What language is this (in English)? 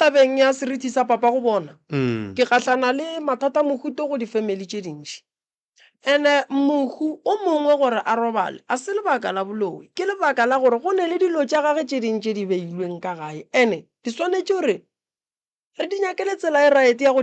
Northern Sotho